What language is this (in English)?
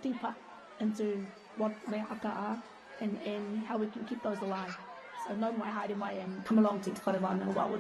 Māori